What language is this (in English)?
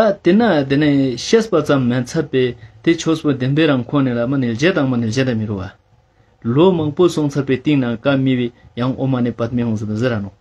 Ladakhi